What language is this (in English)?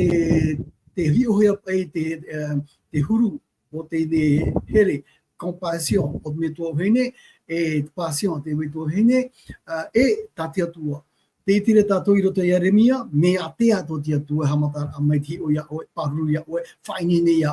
Tahitian